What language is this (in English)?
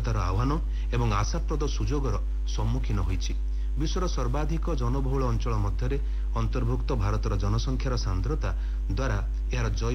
Odia